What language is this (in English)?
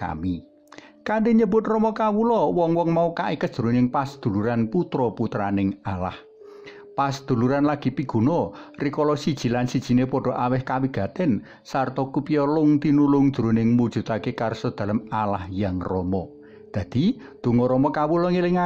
Javanese